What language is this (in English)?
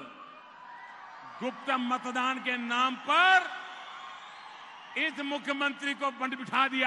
Kannada